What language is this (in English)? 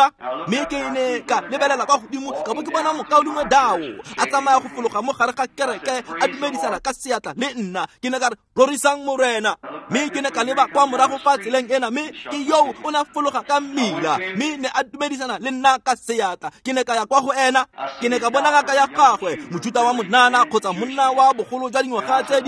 Tswana